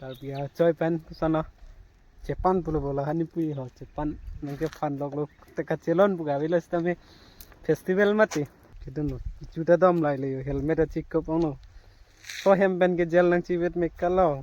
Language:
Karbi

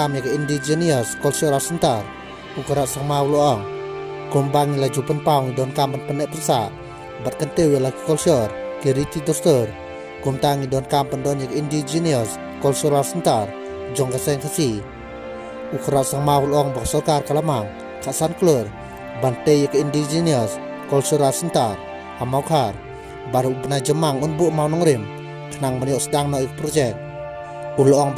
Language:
Khasi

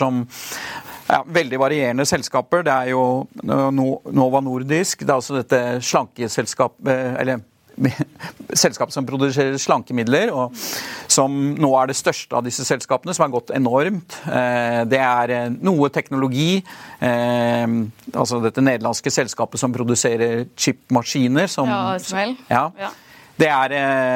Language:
Norwegian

